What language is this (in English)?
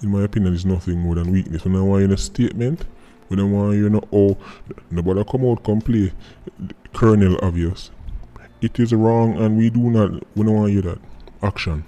Jamaican Creole English